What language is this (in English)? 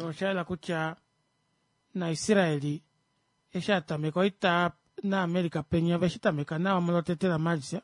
Kuanyama